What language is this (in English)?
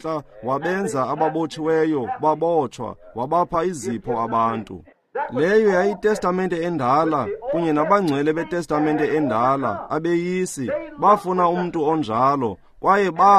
Xhosa